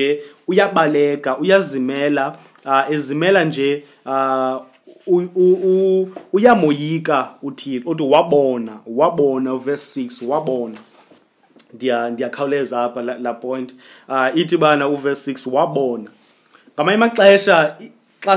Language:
Xhosa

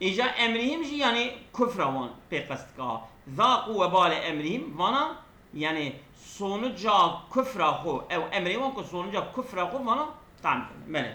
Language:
Kurdish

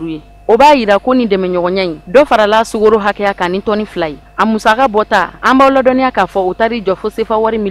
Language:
Bambara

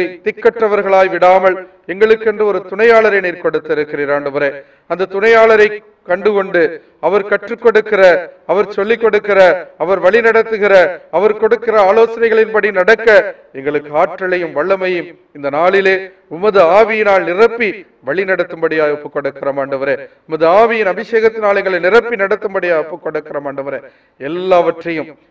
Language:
Tamil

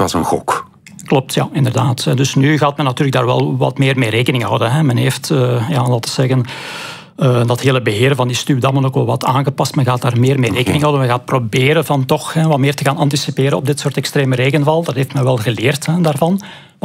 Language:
Dutch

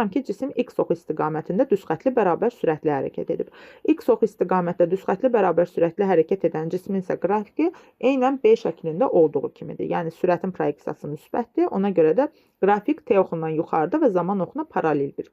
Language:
Azerbaijani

